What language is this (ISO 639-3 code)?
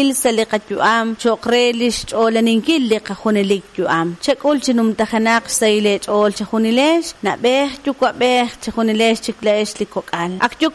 kek